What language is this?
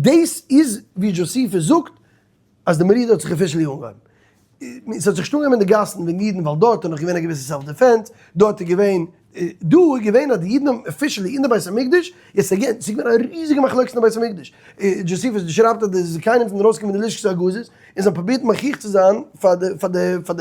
Yiddish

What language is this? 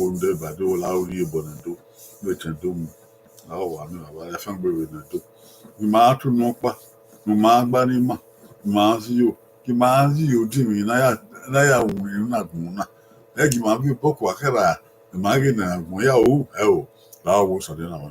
Bini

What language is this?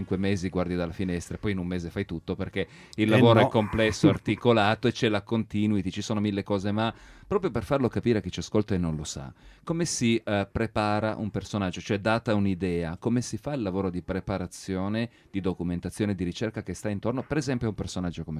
Italian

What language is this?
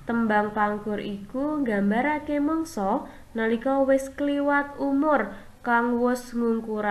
Javanese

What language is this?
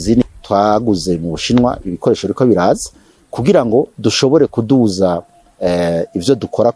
Rundi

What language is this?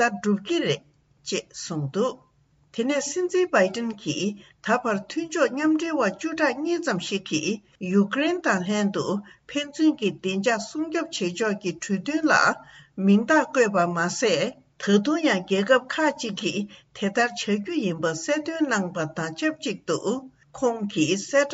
Tibetan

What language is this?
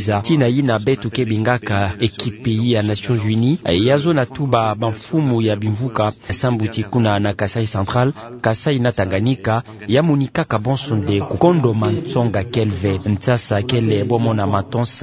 Kituba (Democratic Republic of Congo)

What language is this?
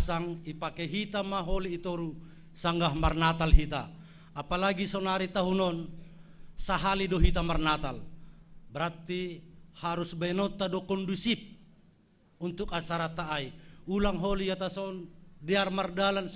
Batak Simalungun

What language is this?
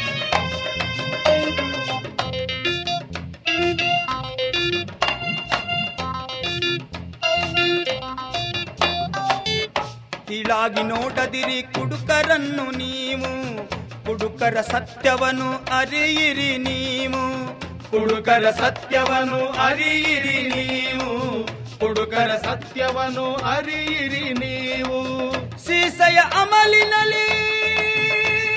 Kannada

